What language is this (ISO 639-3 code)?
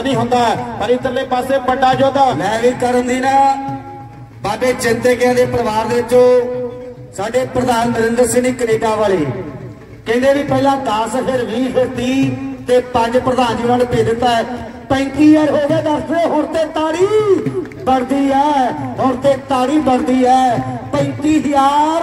pan